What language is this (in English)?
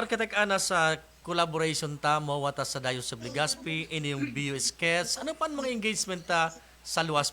Bikol